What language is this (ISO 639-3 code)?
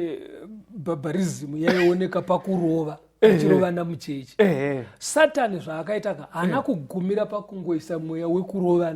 sna